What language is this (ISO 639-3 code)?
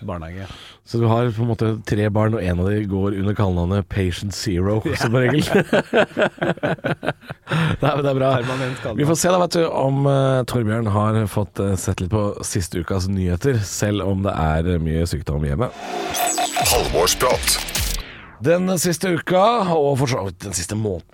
nor